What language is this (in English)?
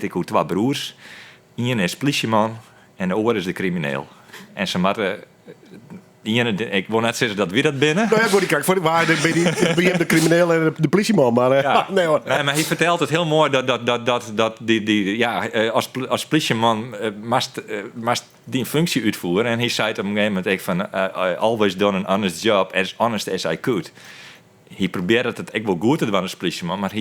Western Frisian